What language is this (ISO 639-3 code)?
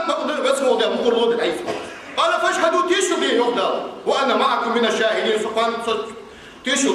inh